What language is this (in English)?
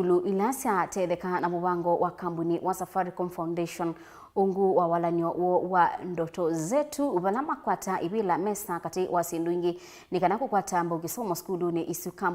Kamba